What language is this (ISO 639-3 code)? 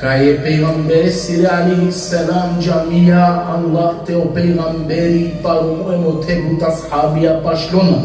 rmn